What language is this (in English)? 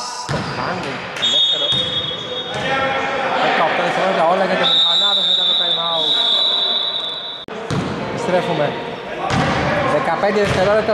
Greek